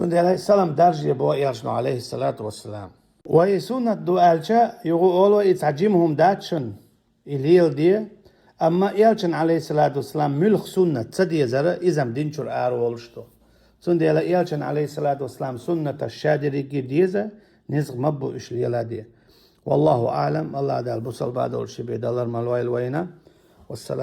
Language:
Chechen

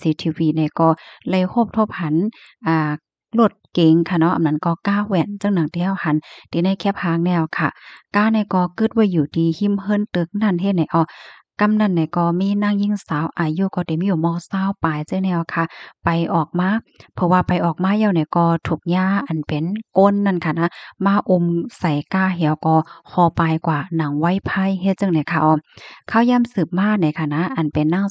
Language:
Shan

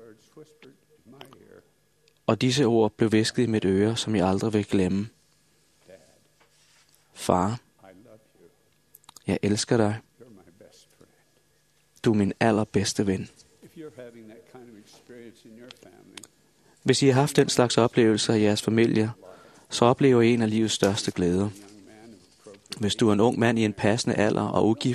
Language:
Danish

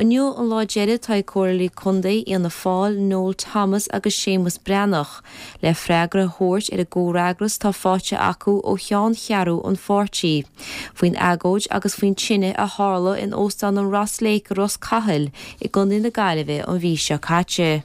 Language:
Irish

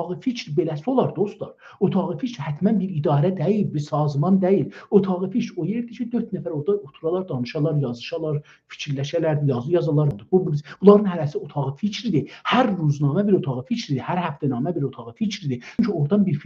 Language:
South Azerbaijani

